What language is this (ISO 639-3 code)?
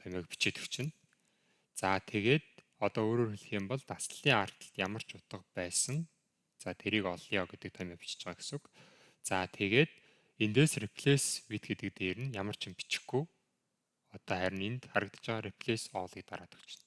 mon